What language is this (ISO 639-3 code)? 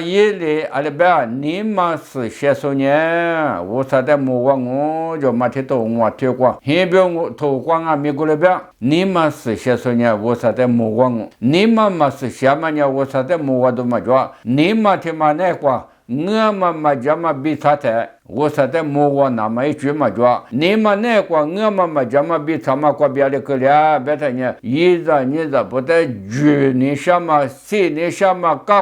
lis